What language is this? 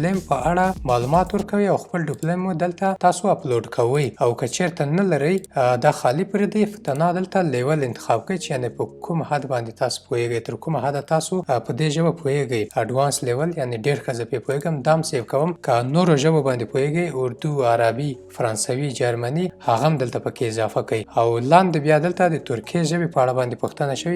Pashto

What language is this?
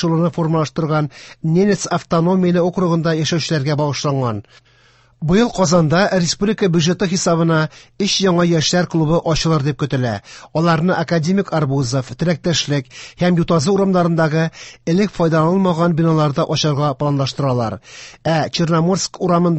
Tatar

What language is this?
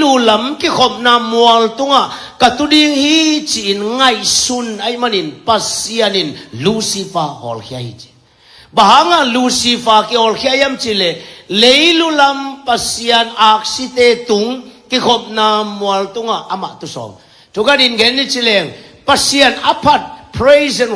Tedim Chin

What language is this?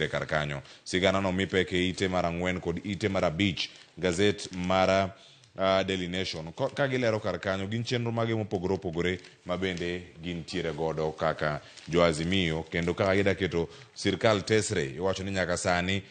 Luo (Kenya and Tanzania)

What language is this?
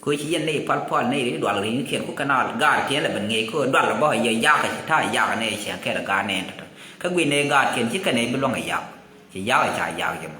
Nuer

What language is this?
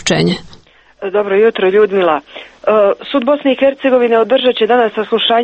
Serbian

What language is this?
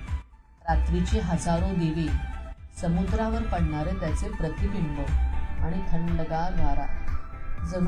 Marathi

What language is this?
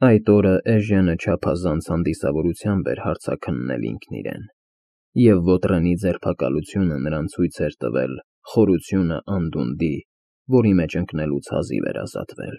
Armenian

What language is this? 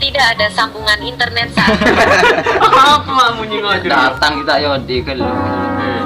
Madurese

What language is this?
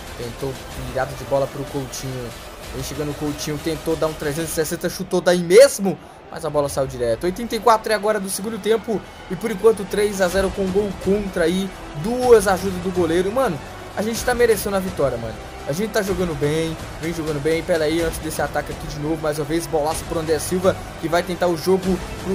Portuguese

